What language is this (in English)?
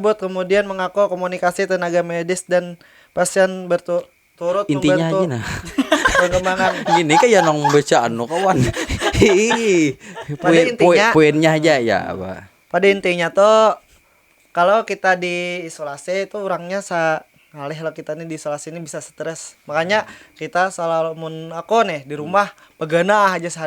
Banjar